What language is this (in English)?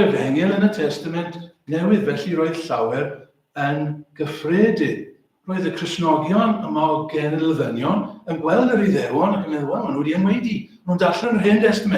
Welsh